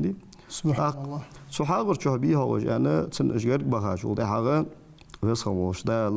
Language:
Ingush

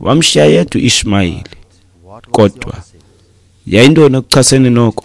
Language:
Xhosa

